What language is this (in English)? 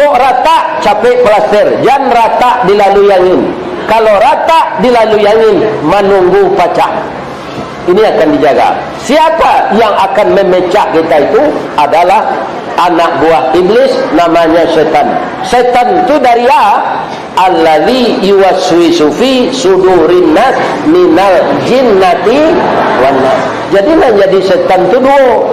Minangkabau